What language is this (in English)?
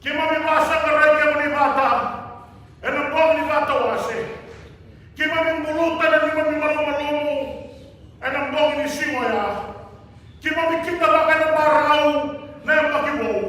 Fijian